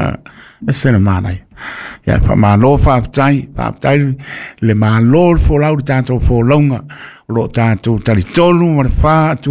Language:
Samoan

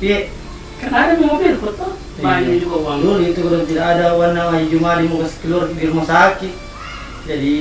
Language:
Makassar Malay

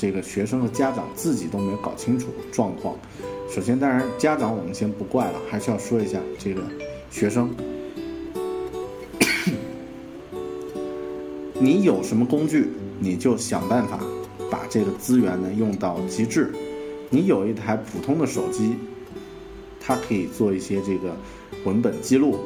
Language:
Chinese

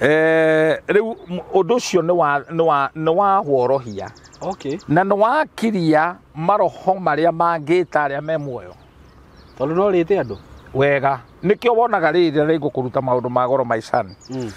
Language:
Kikuyu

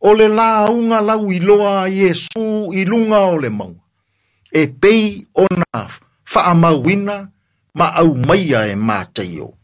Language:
Samoan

